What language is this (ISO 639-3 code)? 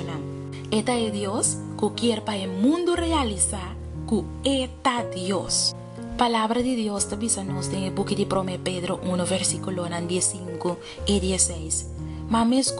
pap